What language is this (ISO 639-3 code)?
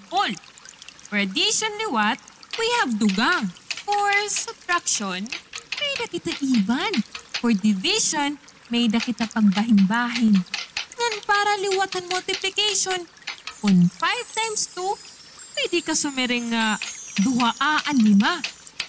war